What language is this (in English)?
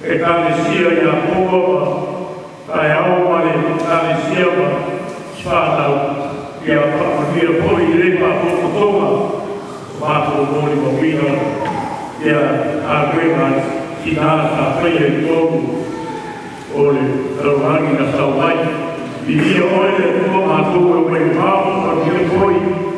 Samoan